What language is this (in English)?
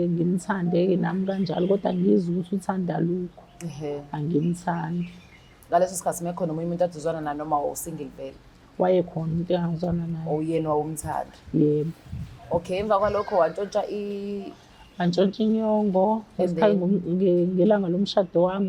Zulu